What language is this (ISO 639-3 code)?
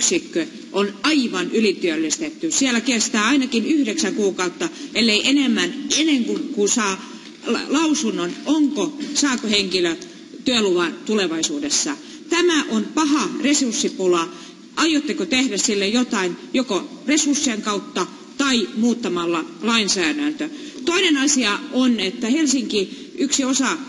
fin